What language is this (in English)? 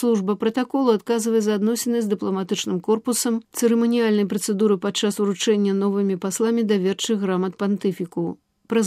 Belarusian